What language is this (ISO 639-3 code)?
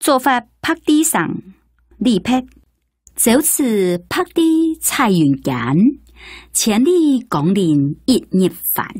hak